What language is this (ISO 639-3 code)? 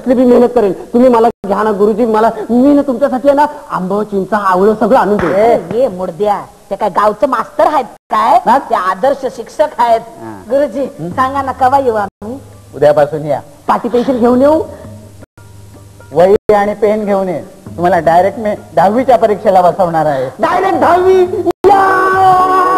mar